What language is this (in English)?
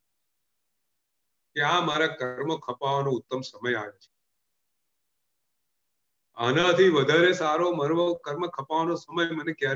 Gujarati